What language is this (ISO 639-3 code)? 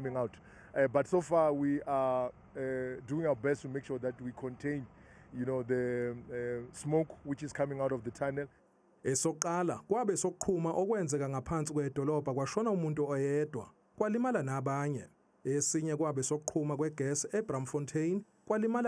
zul